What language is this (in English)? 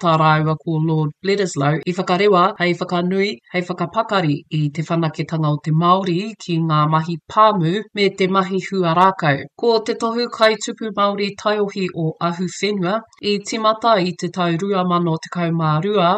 Māori